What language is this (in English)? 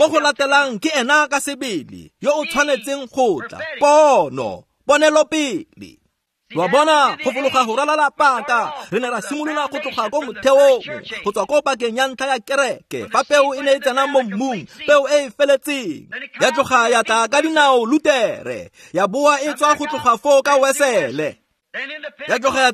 Tswana